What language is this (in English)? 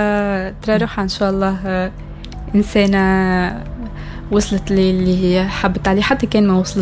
Tunisian Arabic